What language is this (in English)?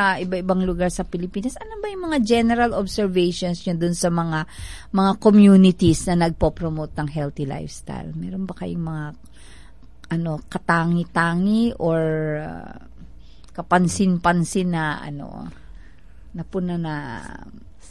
Filipino